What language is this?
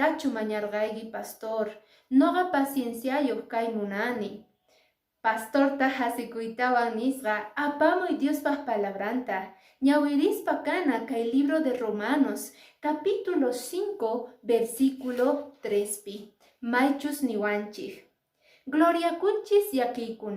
Quechua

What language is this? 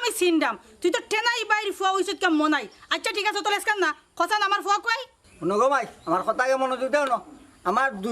Sylheti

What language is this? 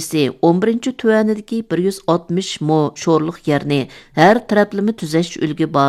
Uyghur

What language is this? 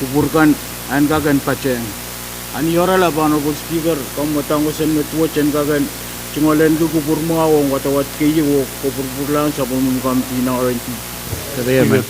Pohnpeian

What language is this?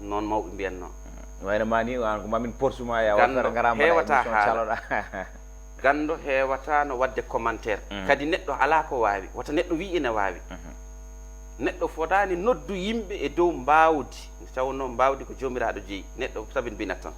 Fula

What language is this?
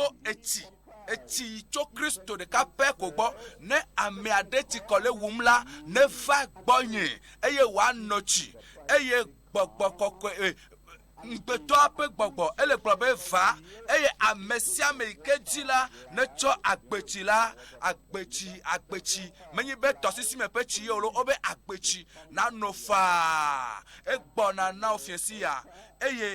Ewe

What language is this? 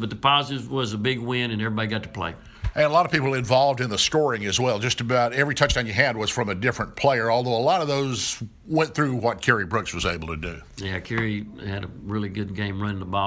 English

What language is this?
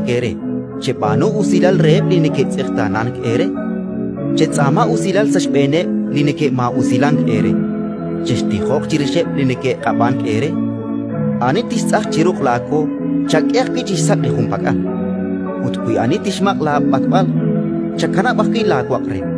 Kekchí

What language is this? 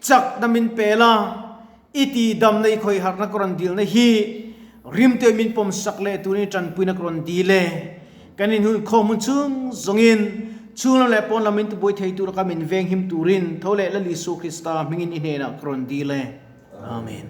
Mizo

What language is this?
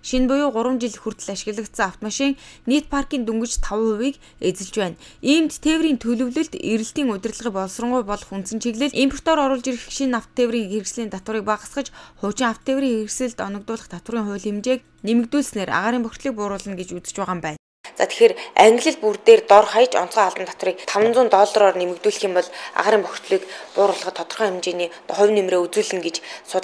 Mongolian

